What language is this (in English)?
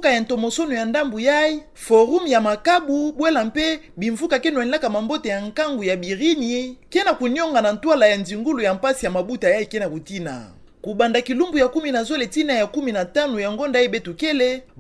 Kituba (Democratic Republic of Congo)